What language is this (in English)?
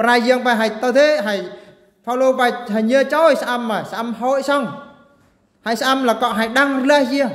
Eastern Bru